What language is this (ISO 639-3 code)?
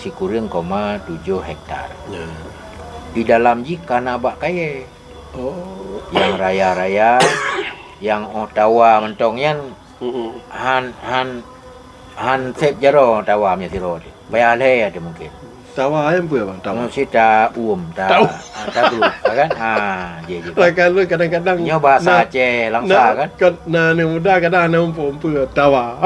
ace